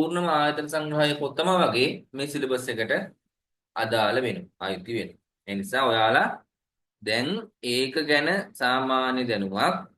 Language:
Sinhala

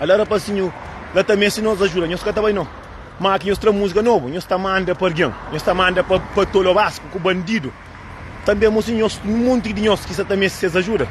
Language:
Kabuverdianu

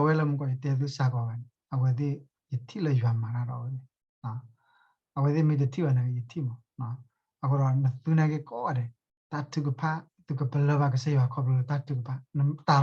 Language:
S'gaw Karen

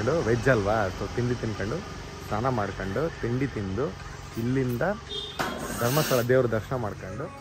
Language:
Kannada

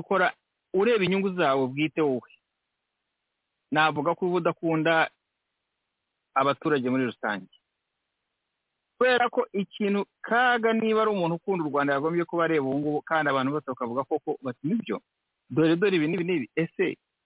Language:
Kinyarwanda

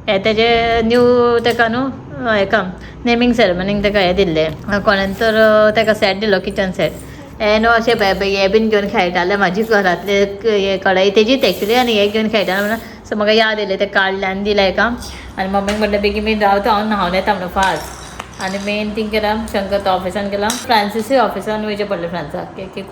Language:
Konkani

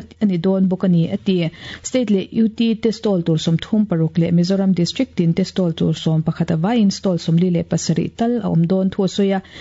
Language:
Mizo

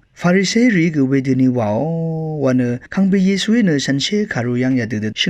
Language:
Rawang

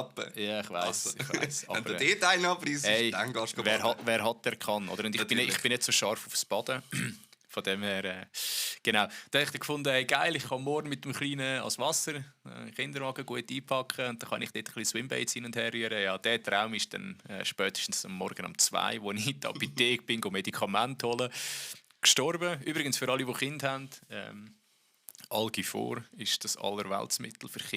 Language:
Swiss German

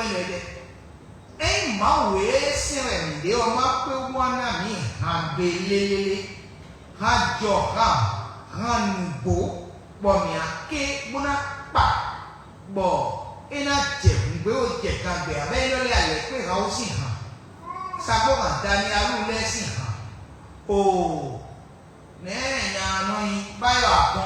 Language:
Fon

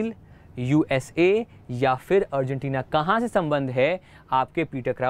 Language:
Hindi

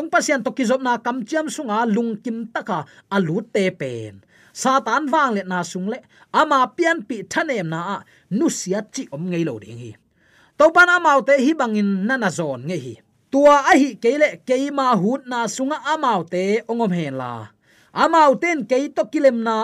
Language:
Tedim Chin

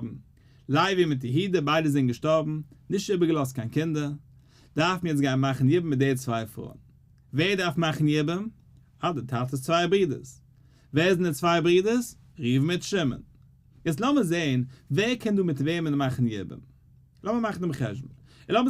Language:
Yiddish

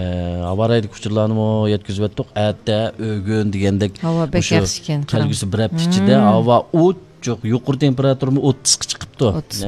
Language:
Uyghur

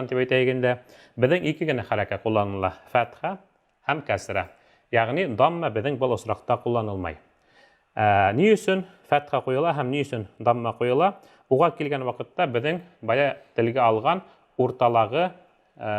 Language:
Bashkir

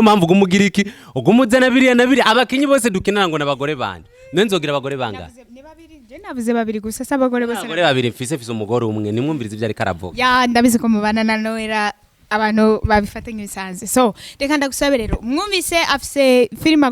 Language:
Rundi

